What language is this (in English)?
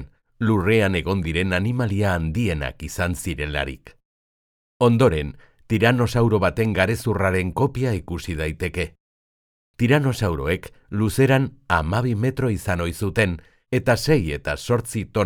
Basque